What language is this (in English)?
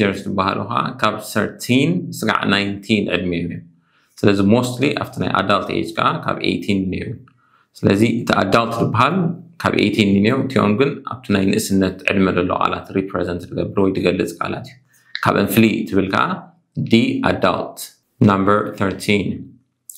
Tigrinya